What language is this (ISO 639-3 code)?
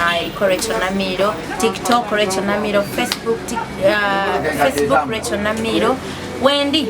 lug